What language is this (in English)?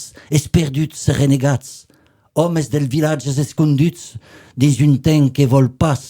Occitan